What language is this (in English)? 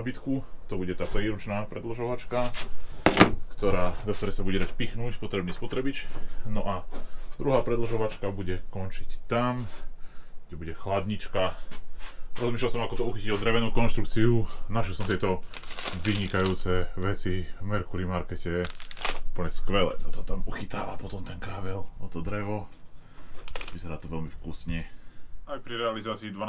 Slovak